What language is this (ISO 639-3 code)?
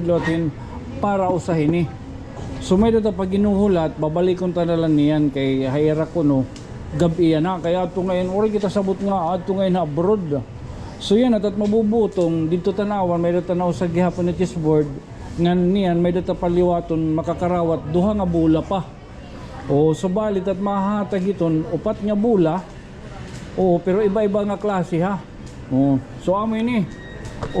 war